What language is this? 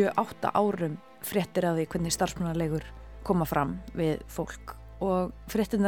Icelandic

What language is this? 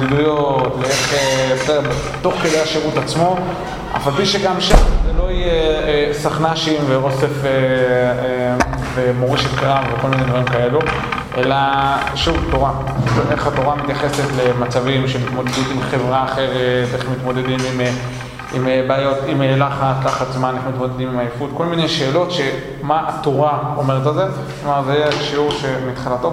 Hebrew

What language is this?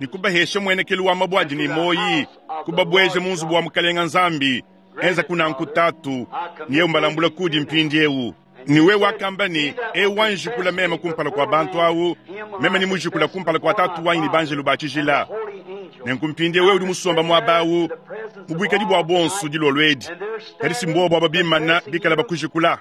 Luba-Lulua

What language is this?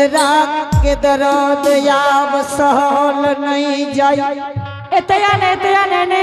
Angika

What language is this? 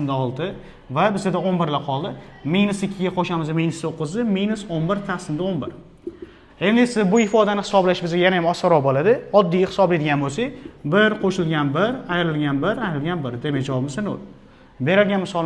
Uzbek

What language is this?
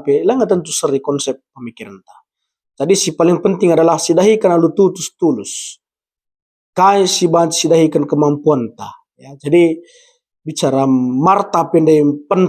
Batak Karo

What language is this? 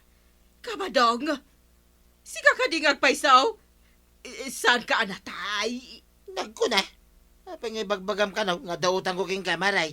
Iloko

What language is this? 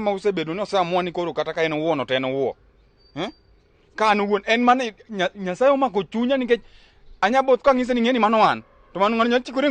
Luo (Kenya and Tanzania)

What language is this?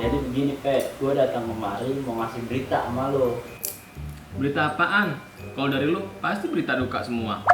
Betawi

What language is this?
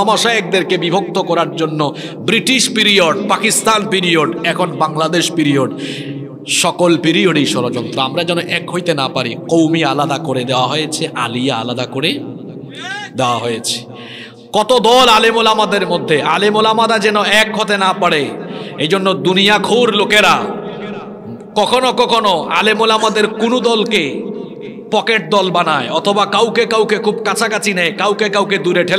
Bangla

